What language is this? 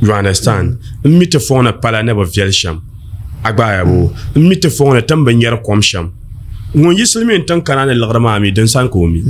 Dagbani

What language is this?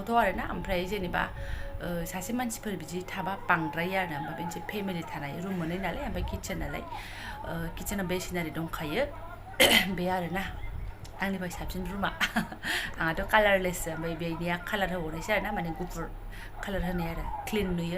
Bodo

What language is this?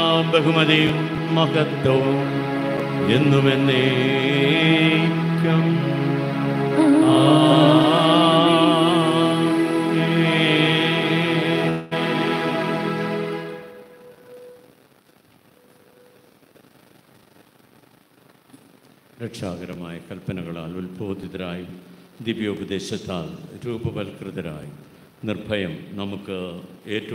Malayalam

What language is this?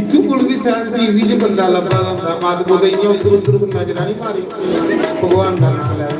Dogri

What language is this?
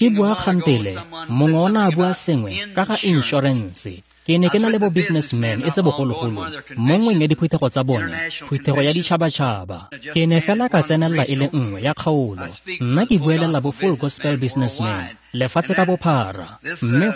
Tswana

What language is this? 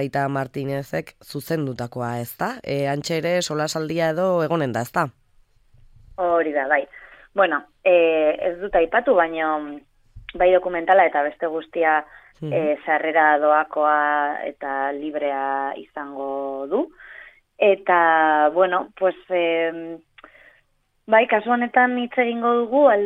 Basque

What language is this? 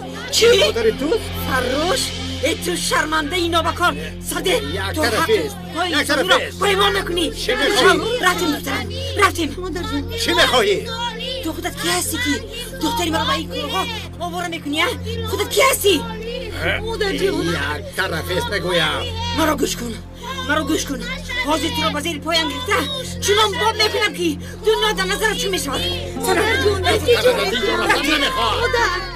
Tajik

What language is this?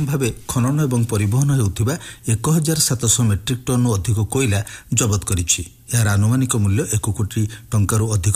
Odia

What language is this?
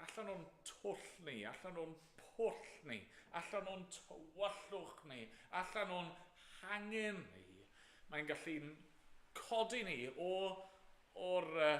Welsh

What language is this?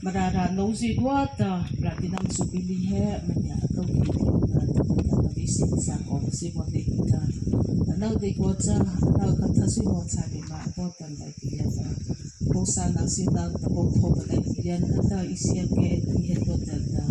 Mara Chin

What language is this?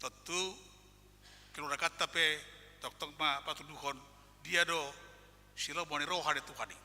Batak Toba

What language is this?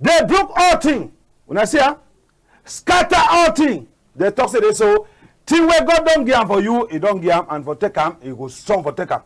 Cameroon Pidgin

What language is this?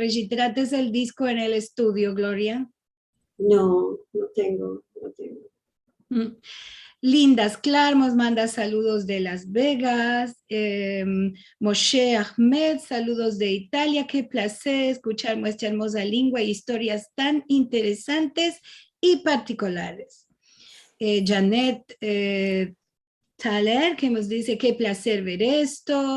Ladino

